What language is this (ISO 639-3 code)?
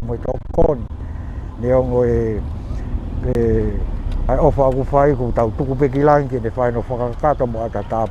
ton